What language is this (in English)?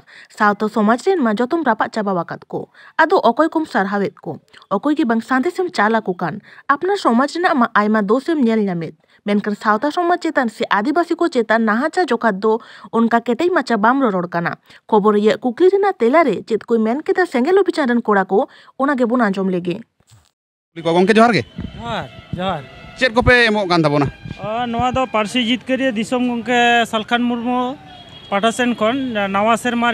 Santali